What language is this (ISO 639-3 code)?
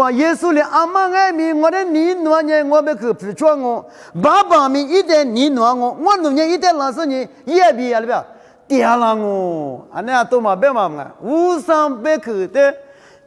lis